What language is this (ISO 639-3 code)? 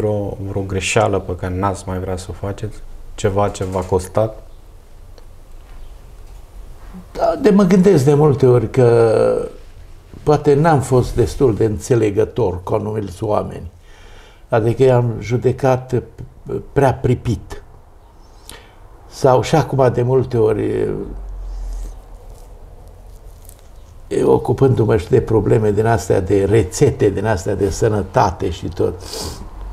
ron